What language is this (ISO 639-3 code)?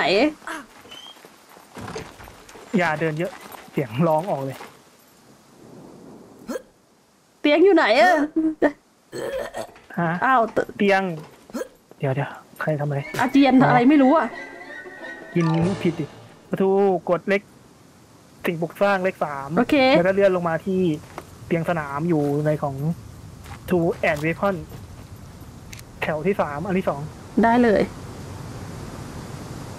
tha